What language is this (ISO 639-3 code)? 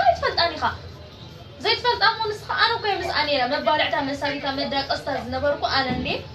tir